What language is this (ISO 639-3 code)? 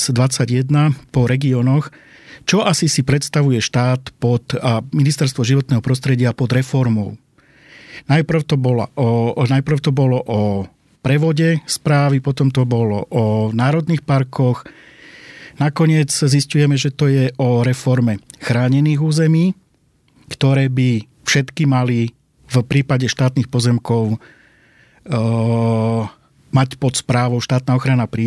slk